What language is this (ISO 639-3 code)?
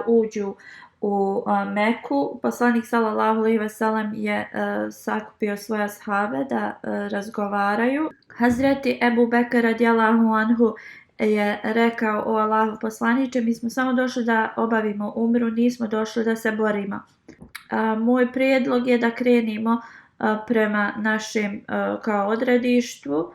bos